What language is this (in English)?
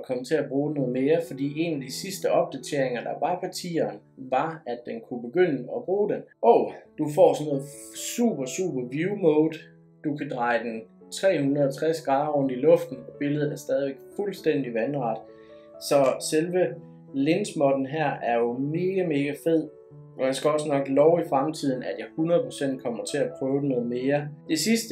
Danish